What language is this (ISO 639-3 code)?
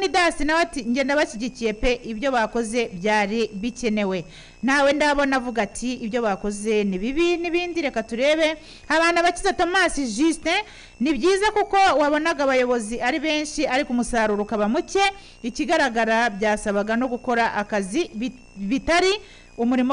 kin